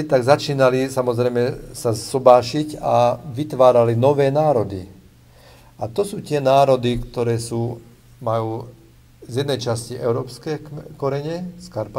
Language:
Slovak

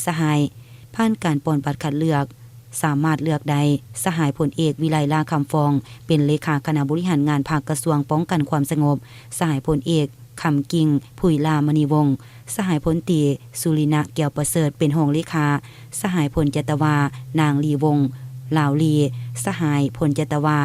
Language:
Lao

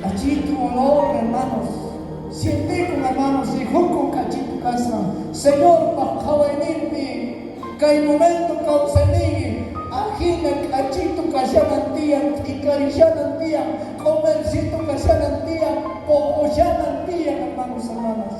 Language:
South Bolivian Quechua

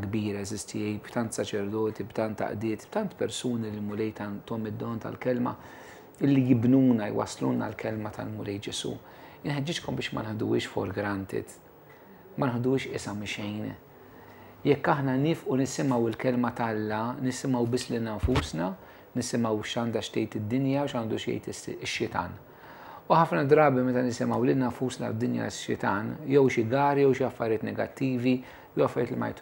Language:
Maltese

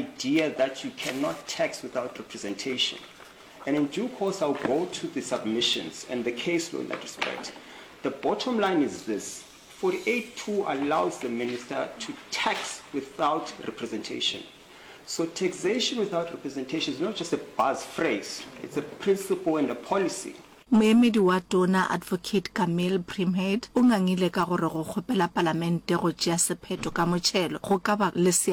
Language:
Northern Sotho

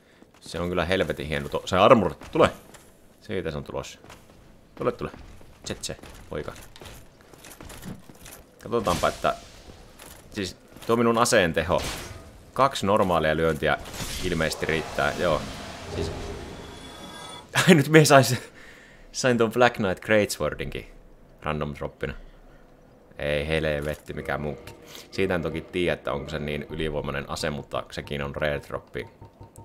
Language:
Finnish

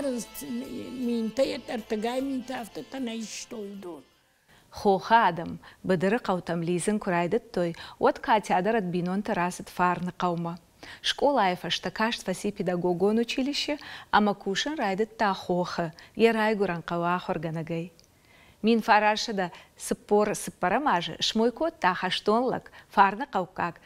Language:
Ossetic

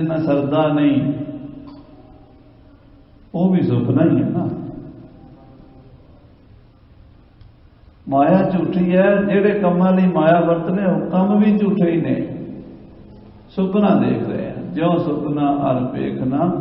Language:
Punjabi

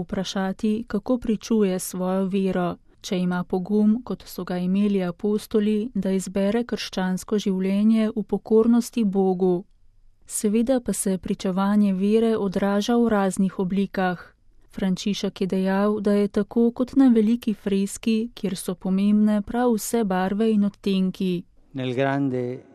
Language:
Slovenian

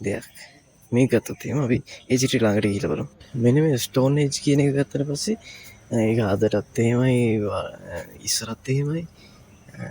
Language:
Sinhala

